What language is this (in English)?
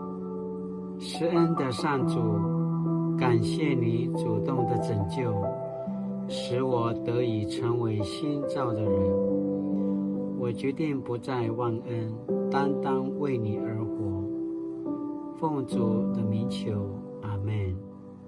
Paiwan